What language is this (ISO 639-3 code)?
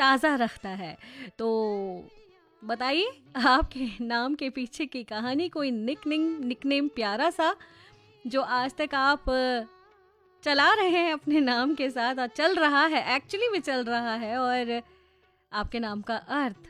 hin